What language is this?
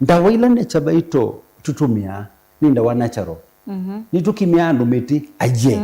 Kamba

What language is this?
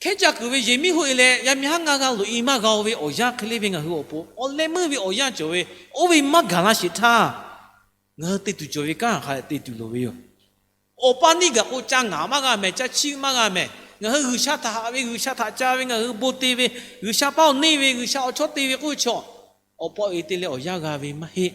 Lahu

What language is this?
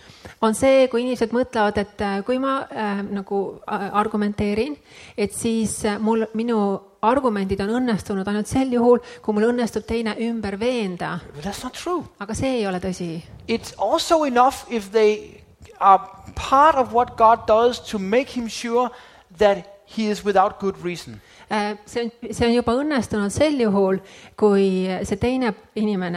Estonian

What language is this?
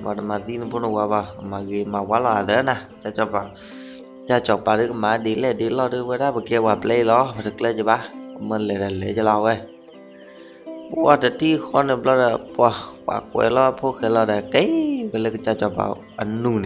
S'gaw Karen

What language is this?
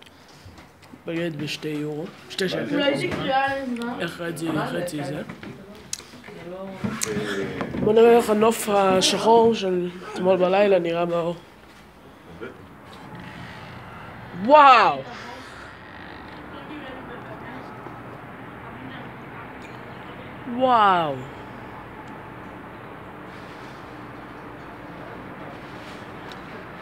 Hebrew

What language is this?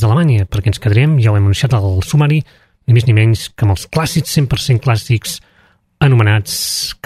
Catalan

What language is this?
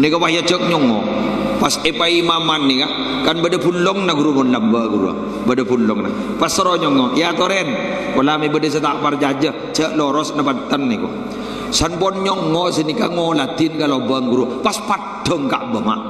Madurese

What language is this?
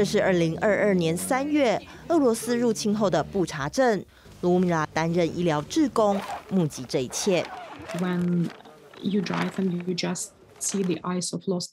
Chinese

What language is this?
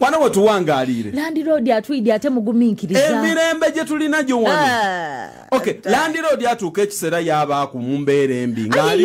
Soga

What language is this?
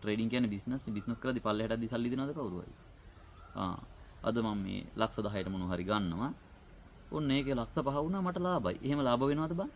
Sinhala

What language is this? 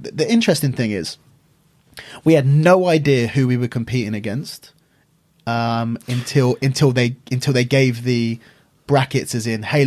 English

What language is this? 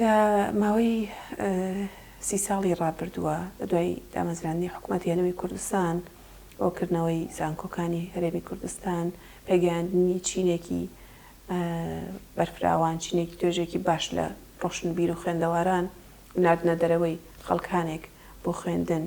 Central Kurdish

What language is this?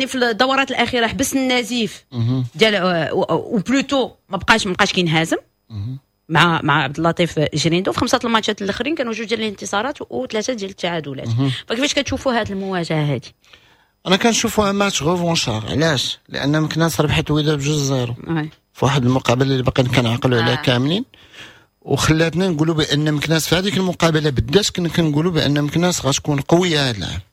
Moroccan Arabic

